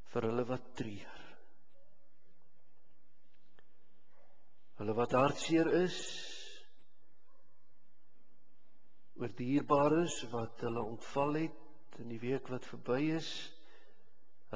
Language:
Afrikaans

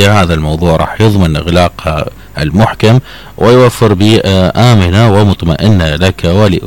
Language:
Mesopotamian Arabic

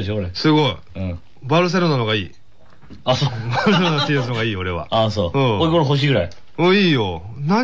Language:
Japanese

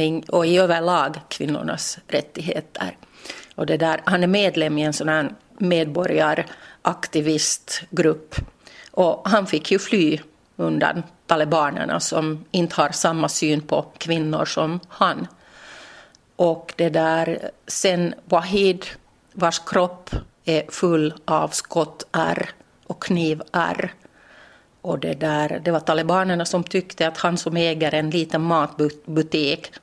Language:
Swedish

